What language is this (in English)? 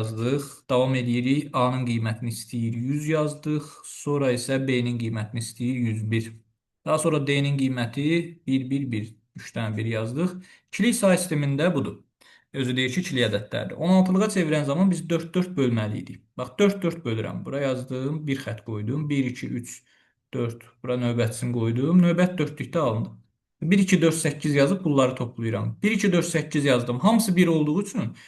Azerbaijani